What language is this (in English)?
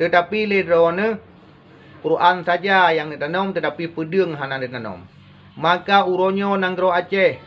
Achinese